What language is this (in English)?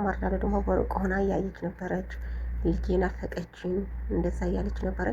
Amharic